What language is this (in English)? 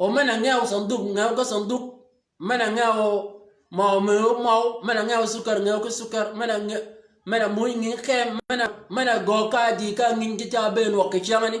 Shilluk